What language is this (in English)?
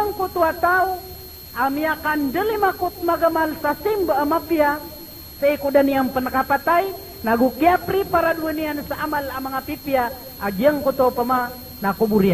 Maranao